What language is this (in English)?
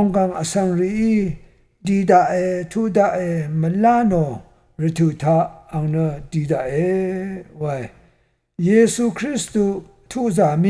Rawang